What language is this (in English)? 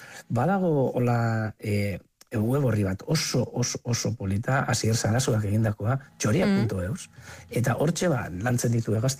Basque